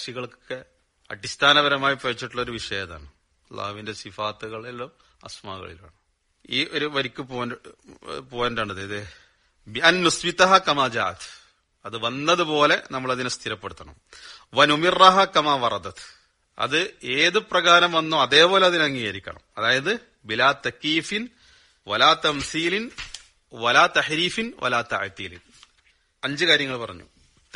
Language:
Malayalam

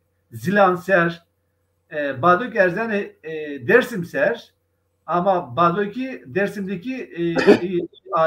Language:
Zaza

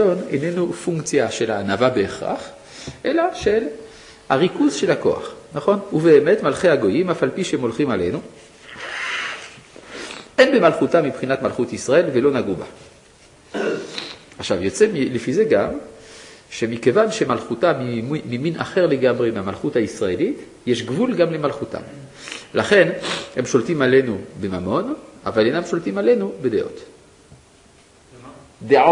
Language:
Hebrew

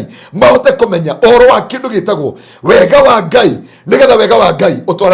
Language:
Kikuyu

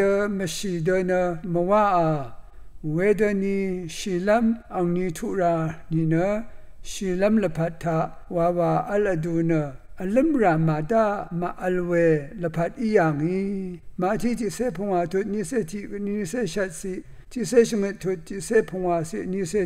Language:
Rawang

